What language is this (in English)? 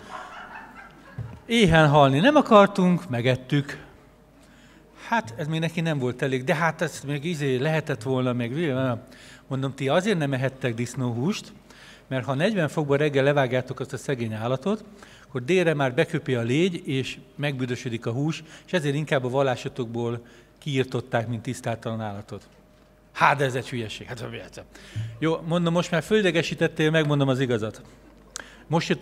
Hungarian